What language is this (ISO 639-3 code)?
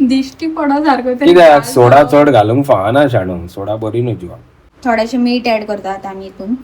kok